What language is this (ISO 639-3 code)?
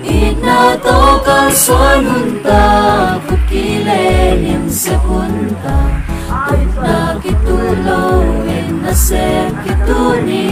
ctd